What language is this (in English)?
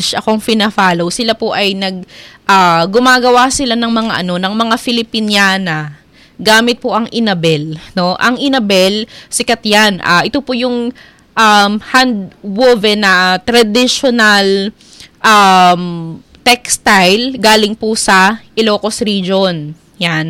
Filipino